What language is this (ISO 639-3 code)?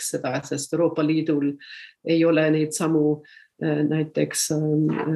est